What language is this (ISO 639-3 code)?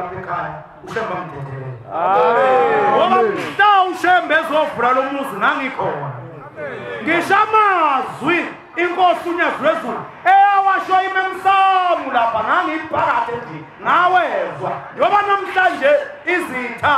zul